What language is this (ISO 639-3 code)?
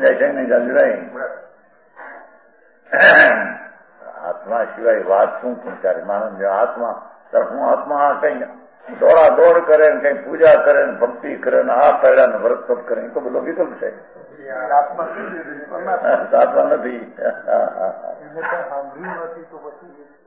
guj